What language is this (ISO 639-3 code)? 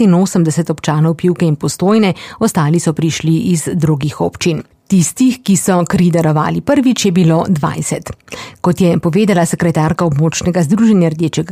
slv